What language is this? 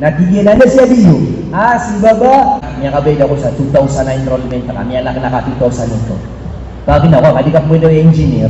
Maranao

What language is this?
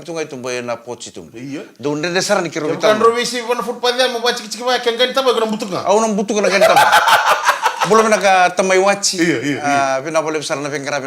Fijian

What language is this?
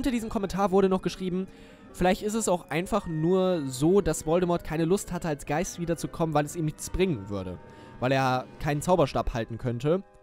German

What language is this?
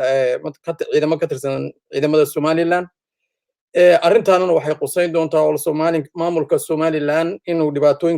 Somali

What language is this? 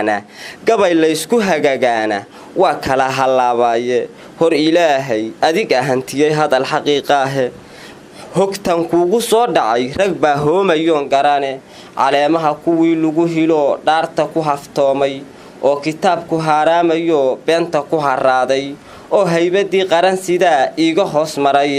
Somali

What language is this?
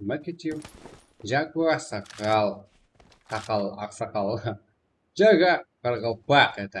Kara-Kalpak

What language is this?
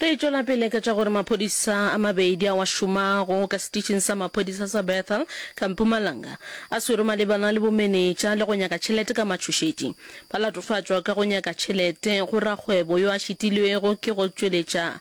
Northern Sotho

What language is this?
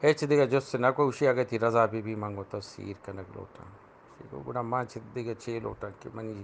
Eastern Balochi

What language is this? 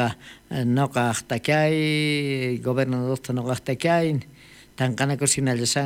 South Bolivian Quechua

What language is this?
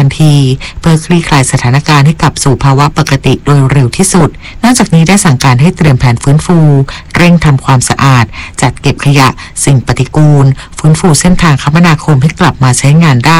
Thai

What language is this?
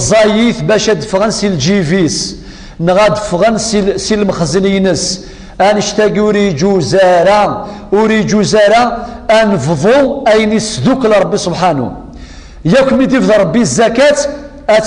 Kabyle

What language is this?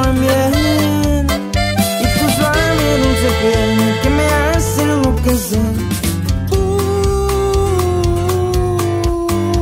Spanish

